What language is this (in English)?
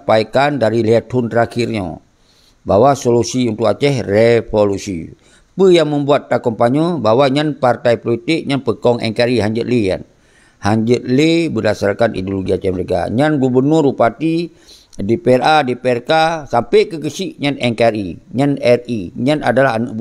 Achinese